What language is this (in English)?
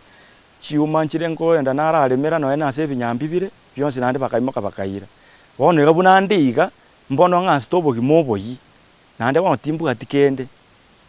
Gusii